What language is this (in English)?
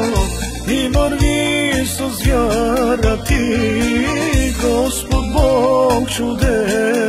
Bulgarian